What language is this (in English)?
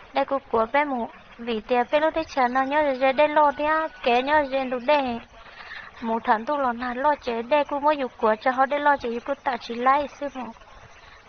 Hmong